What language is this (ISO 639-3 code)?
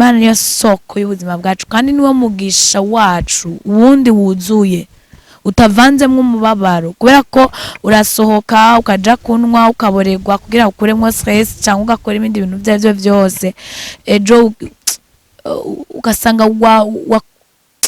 run